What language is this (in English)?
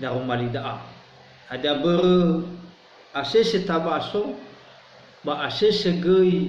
Nias